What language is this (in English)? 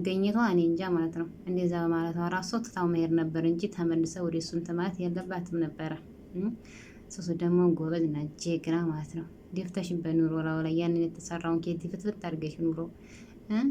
Amharic